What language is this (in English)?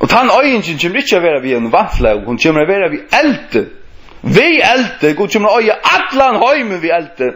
Faroese